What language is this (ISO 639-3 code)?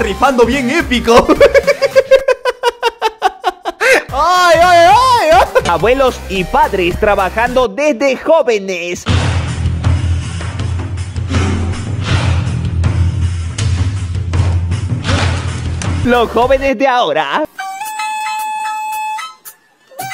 spa